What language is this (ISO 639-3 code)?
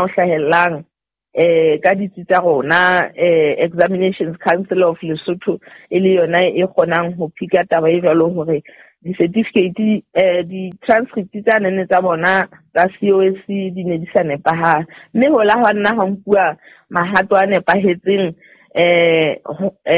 sot